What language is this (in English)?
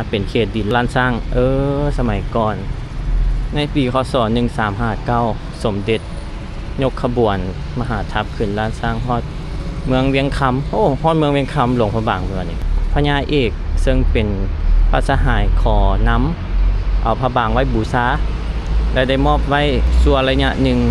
Lao